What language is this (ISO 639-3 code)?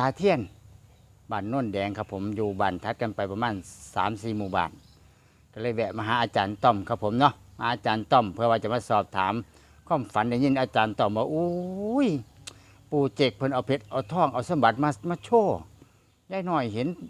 tts